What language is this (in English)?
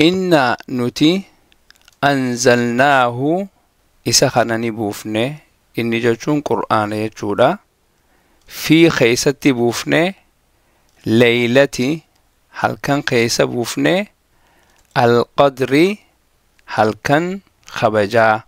Oromo